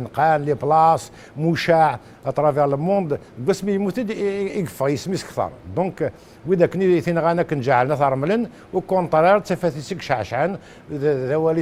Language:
Kabyle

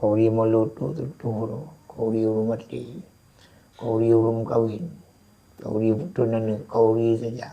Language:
Achinese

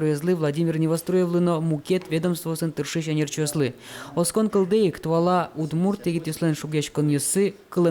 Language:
Udmurt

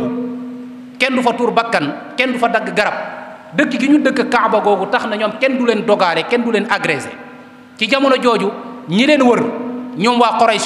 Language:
Wolof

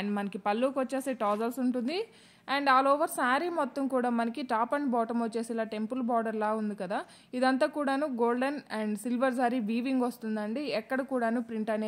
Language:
Telugu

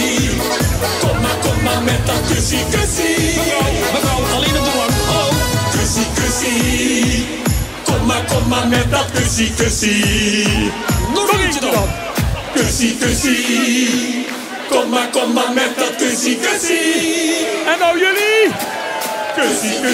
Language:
Dutch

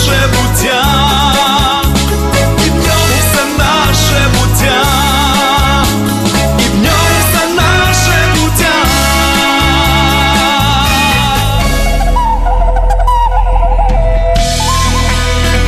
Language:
Ukrainian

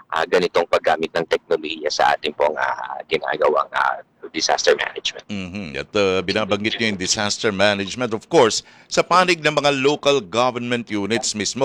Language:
Filipino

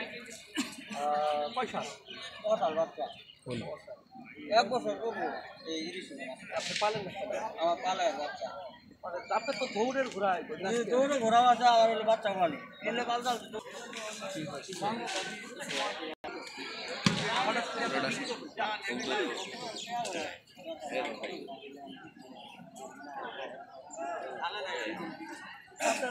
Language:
Bangla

